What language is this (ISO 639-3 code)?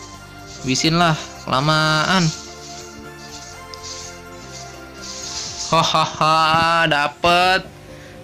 ind